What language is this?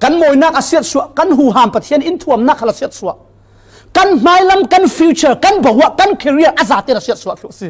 Falam Chin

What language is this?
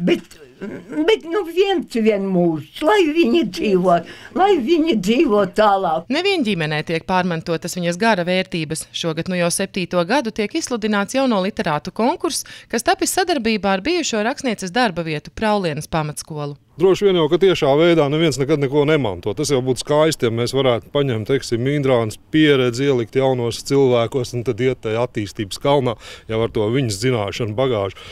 Latvian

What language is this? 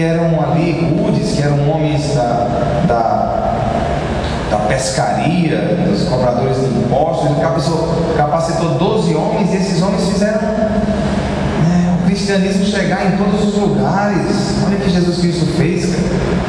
Portuguese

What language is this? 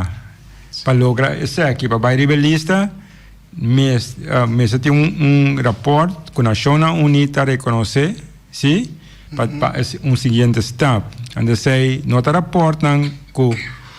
Papiamento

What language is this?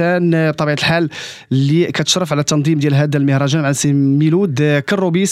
Moroccan Arabic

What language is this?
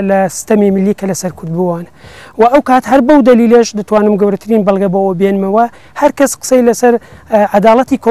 Central Kurdish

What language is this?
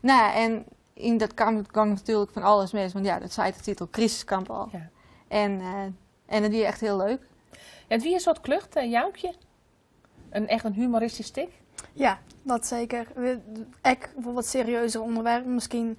Western Frisian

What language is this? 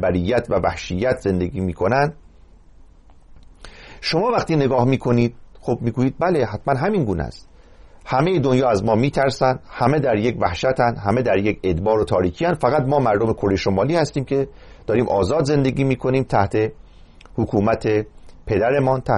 Persian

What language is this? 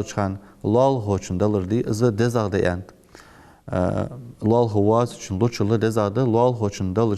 Ingush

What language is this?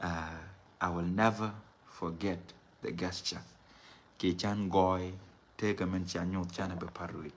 Nuer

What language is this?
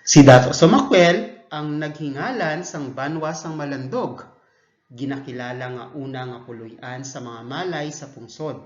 Hiligaynon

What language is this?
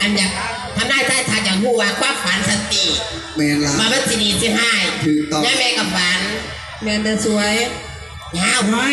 Northeastern Thai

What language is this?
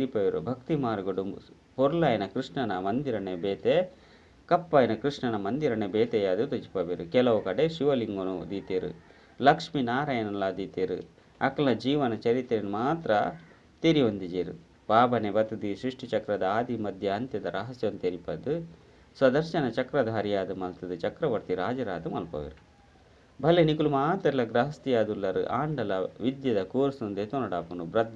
Tulu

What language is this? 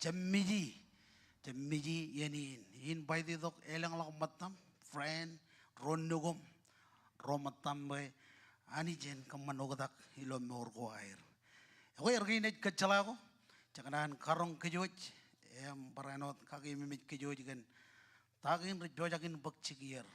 Marshallese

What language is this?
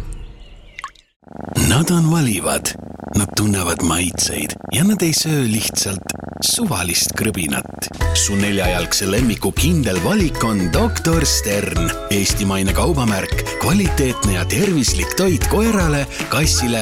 Estonian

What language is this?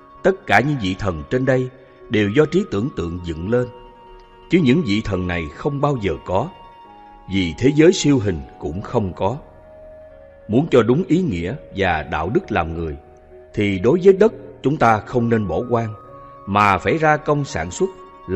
Vietnamese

